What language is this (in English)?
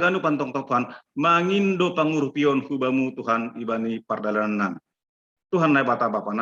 Batak Simalungun